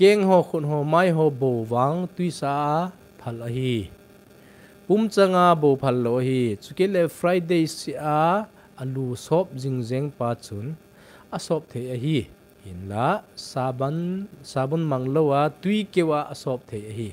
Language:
Thado Chin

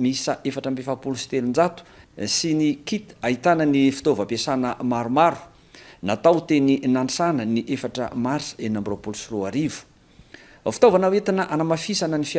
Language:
Malagasy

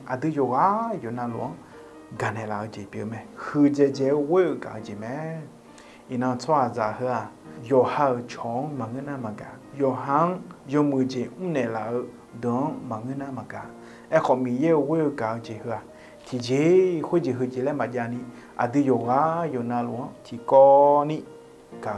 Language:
Akha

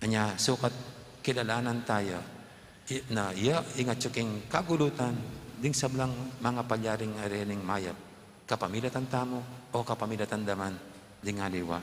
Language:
Pampanga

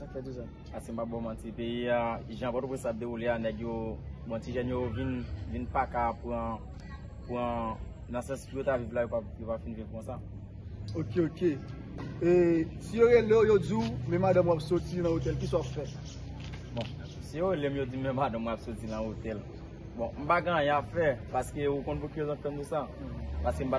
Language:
Haitian Creole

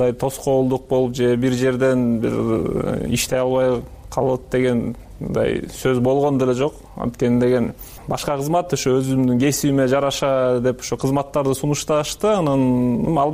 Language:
Kyrgyz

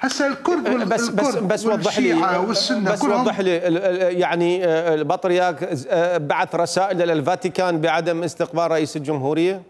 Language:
Mesopotamian Arabic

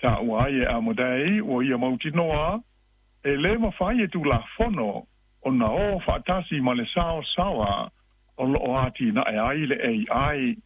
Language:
Samoan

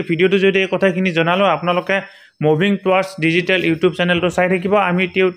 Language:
Assamese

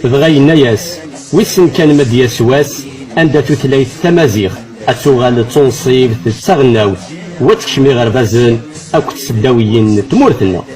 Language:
Kabyle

